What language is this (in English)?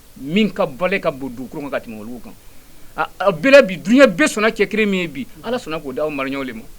Bambara